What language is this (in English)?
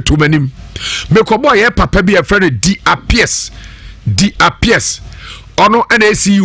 Akan